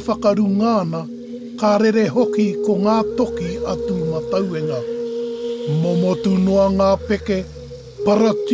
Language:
Māori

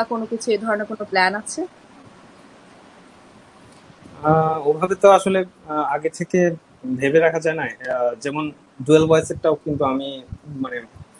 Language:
Bangla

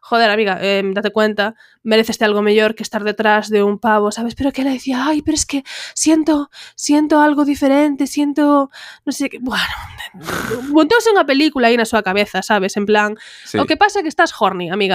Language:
Galician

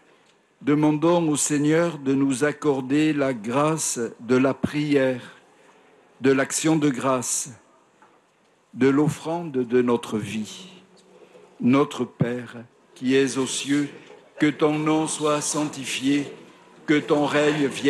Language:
French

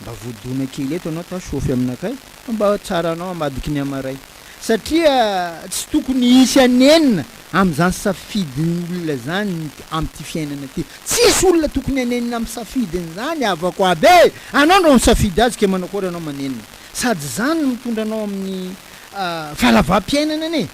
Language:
Malagasy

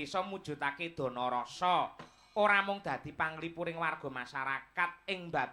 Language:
Javanese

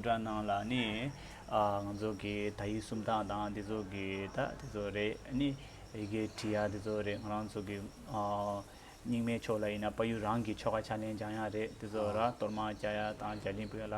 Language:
Tibetan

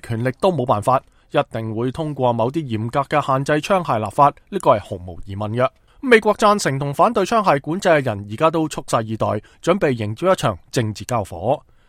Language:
Cantonese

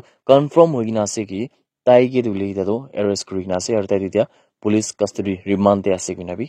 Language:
Naga Pidgin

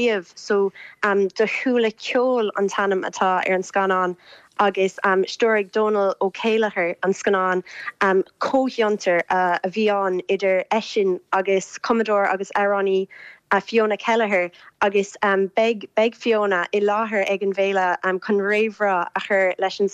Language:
Irish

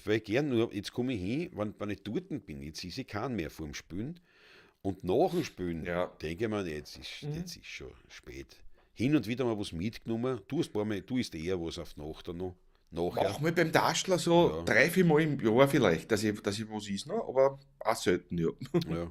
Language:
Bavarian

